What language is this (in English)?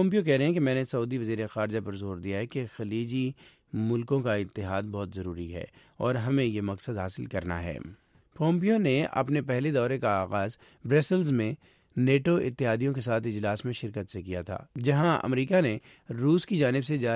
Urdu